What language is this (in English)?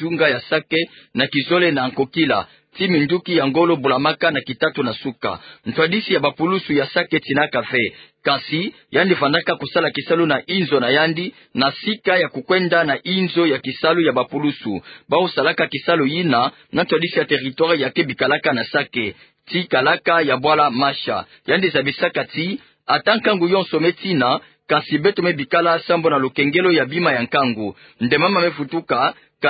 Kituba (Democratic Republic of Congo)